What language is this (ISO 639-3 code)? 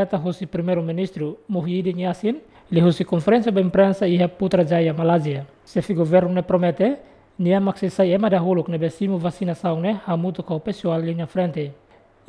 tet